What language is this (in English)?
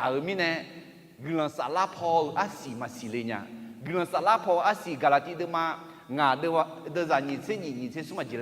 Akha